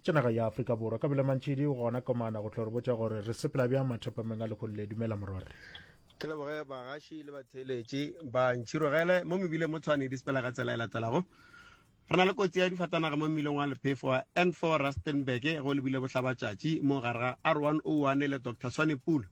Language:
Northern Sotho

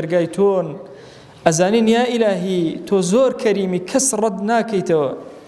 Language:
Central Kurdish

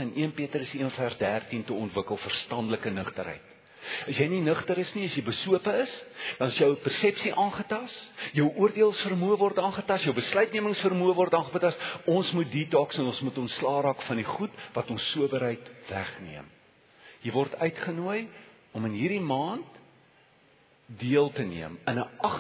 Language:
Afrikaans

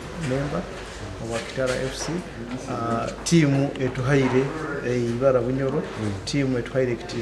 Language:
Nyoro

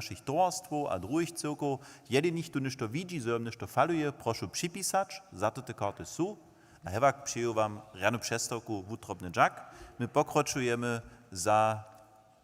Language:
Upper Sorbian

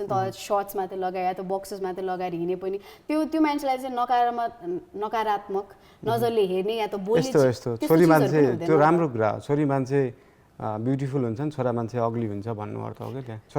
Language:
Nepali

